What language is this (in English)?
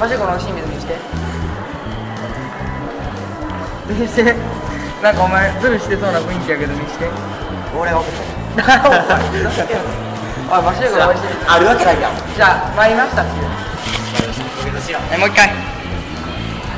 Japanese